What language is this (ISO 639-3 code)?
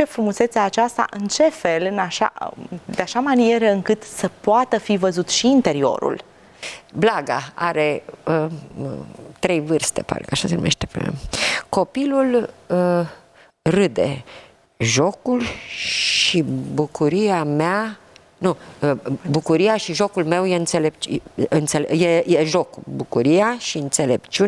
ron